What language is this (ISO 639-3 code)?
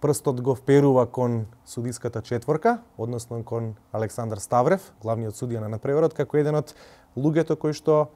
mkd